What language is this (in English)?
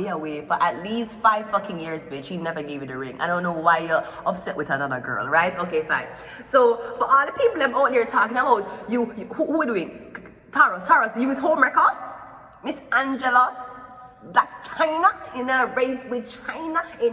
Jamaican Creole English